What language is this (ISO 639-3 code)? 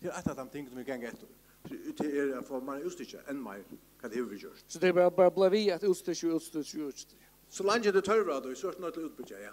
fao